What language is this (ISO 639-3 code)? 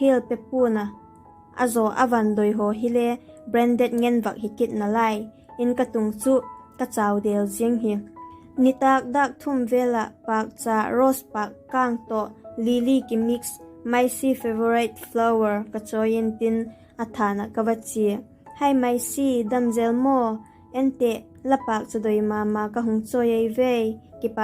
vap